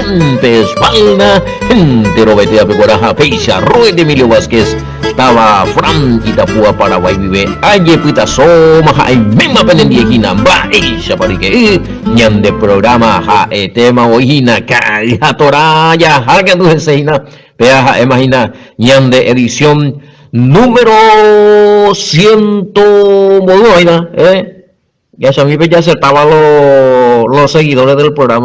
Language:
Guarani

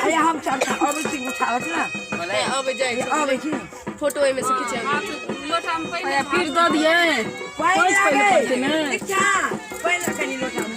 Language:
Maithili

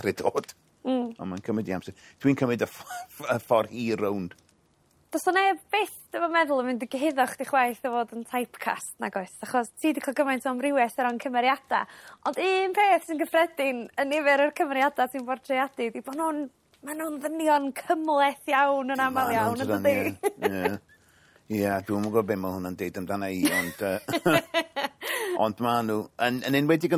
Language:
Welsh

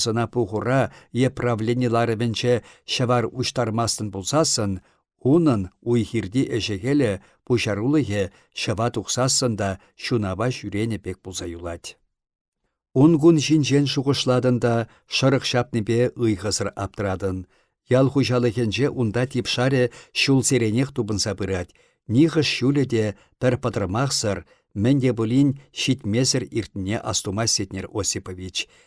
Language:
Chuvash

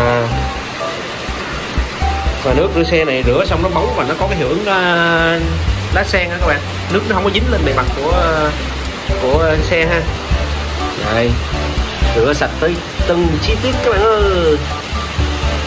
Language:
Vietnamese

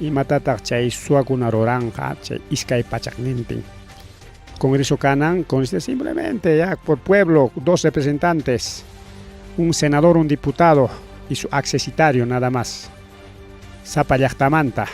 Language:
Ayacucho Quechua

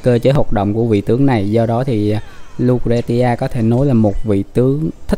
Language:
Vietnamese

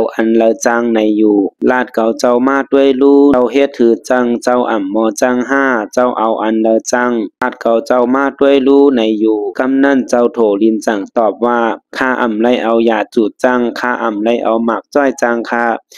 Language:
Shan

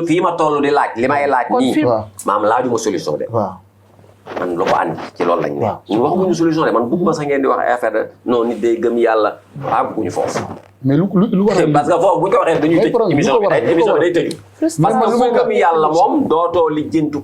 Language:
Wolof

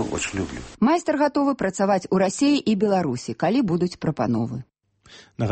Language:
Belarusian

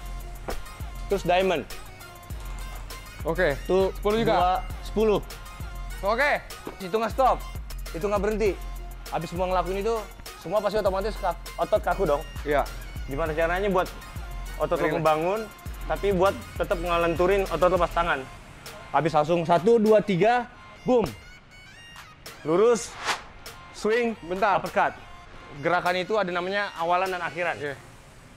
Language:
Indonesian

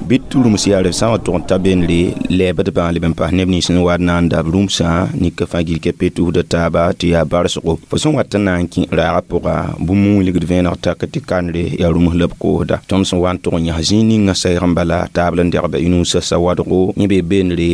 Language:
Mossi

